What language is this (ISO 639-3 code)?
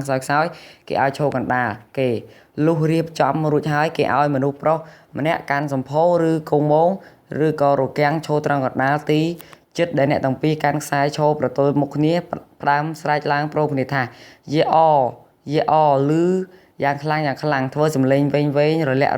khm